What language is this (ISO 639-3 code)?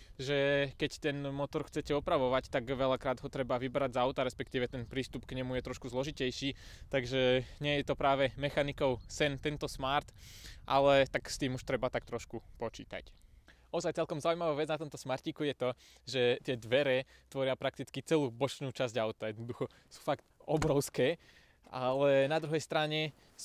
slk